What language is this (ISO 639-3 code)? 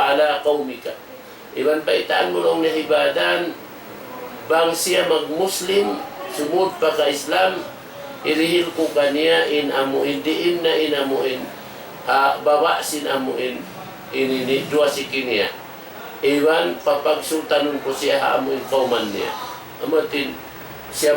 tsg